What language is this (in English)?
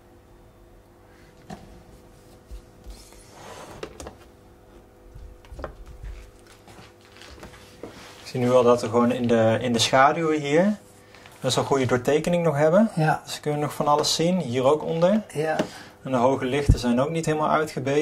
Dutch